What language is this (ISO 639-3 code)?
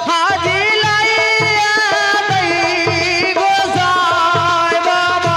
anp